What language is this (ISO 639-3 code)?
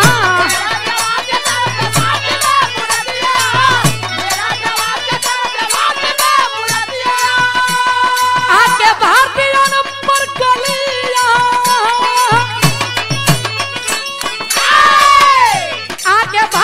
bho